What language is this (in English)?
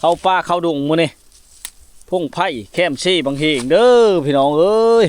Lao